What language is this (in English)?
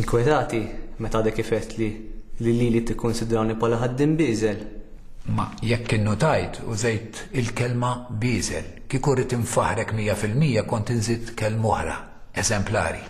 Maltese